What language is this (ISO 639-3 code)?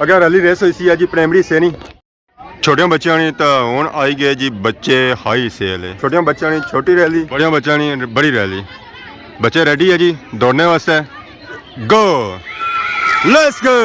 phr